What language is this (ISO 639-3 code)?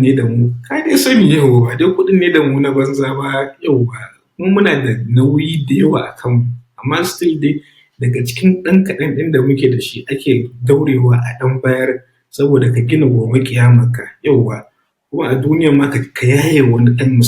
hau